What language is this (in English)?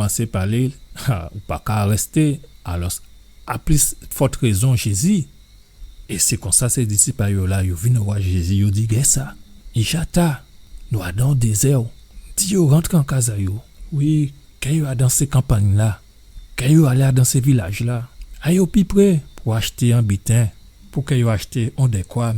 Guadeloupean Creole French